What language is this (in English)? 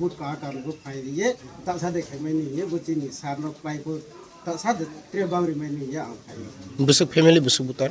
Kok Borok